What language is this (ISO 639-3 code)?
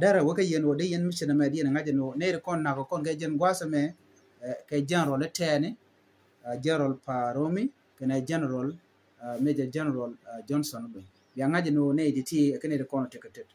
nus